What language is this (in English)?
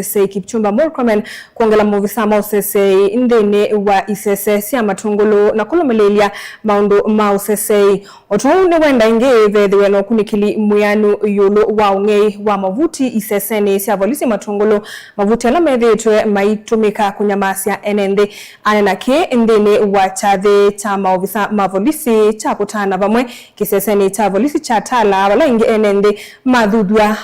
Kamba